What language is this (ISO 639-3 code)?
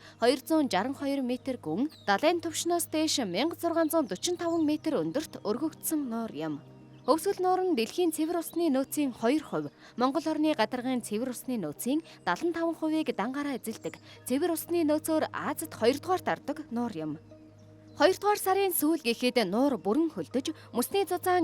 mon